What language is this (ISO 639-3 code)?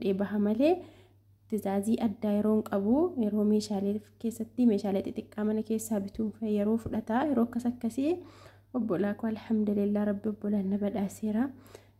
orm